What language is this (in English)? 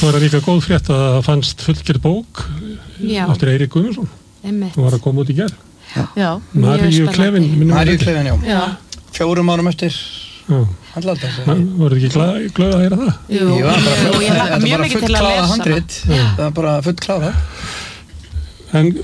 Icelandic